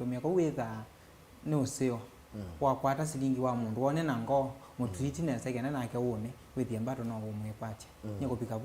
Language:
Kamba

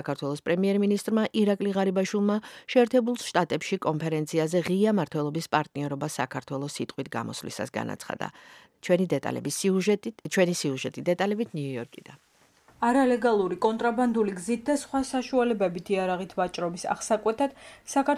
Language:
Georgian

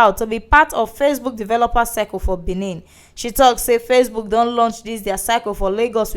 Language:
Nigerian Pidgin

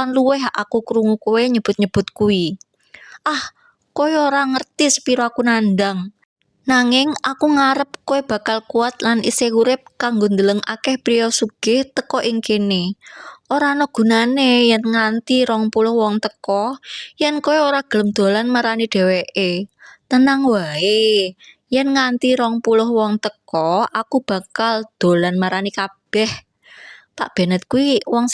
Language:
Javanese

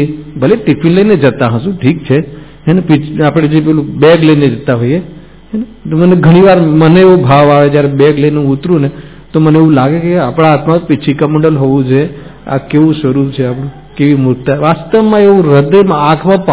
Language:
Gujarati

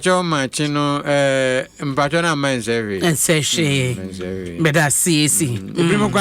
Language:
Akan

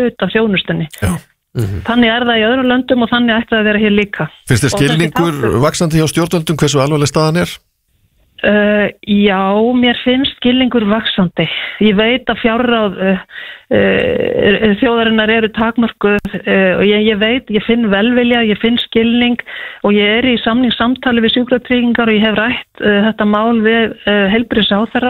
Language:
Icelandic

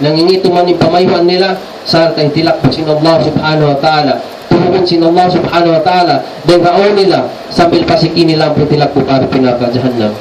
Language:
Tausug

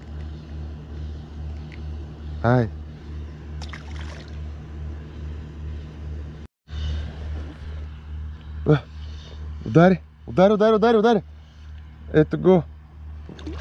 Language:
Bulgarian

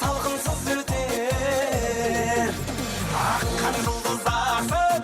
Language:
Kara-Kalpak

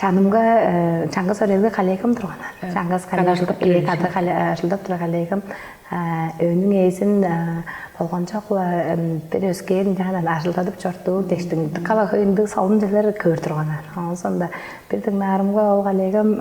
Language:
Tuvinian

